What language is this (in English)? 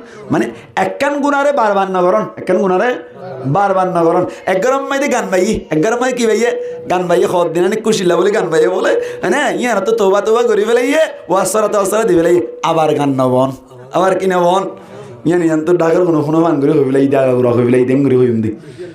Rohingya